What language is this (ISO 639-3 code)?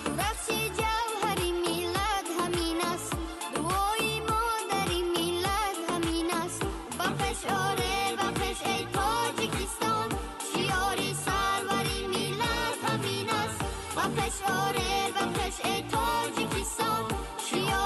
tgk